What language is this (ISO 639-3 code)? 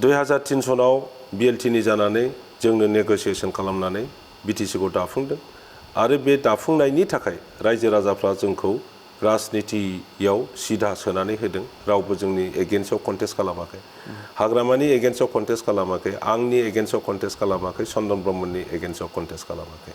brx